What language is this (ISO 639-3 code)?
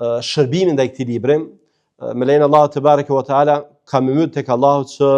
sqi